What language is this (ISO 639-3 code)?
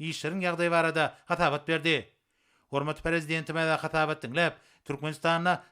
tuk